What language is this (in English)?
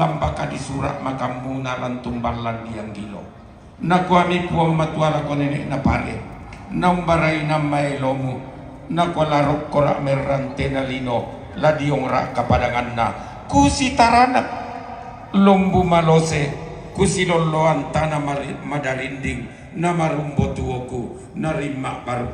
Toraja-Sa'dan